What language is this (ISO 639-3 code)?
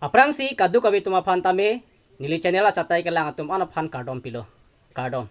mjw